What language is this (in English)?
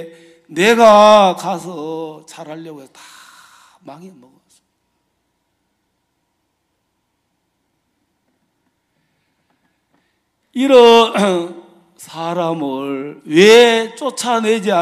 Korean